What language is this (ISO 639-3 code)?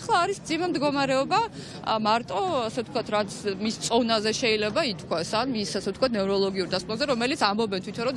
kat